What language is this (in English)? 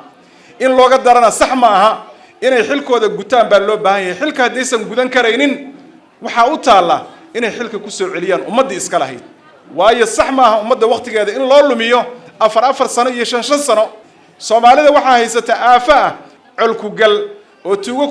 Somali